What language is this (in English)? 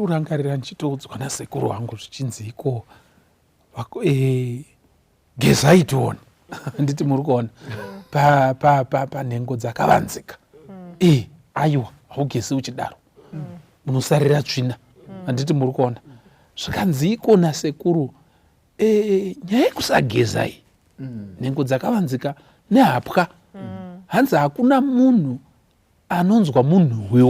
Shona